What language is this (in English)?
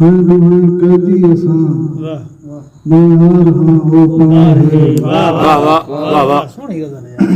Saraiki